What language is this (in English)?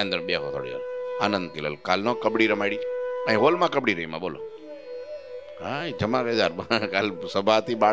Gujarati